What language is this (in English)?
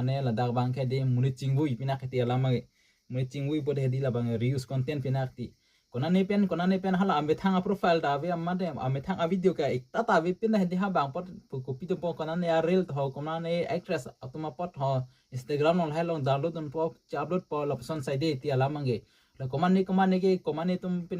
Karbi